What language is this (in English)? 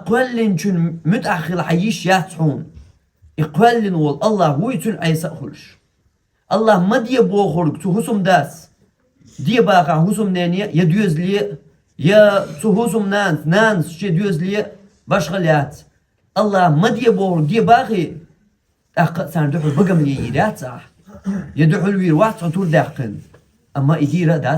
Chechen